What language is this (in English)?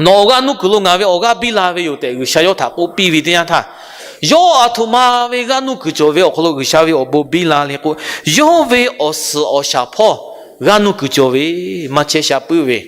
Lahu